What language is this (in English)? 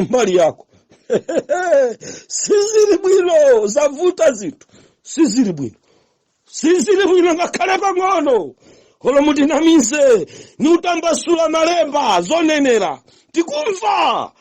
Nyanja